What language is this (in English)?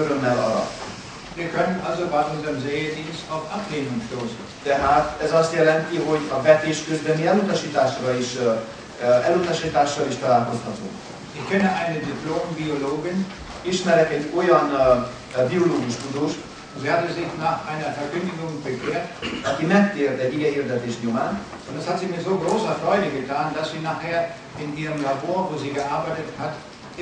Hungarian